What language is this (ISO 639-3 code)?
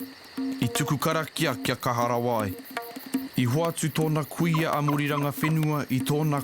mri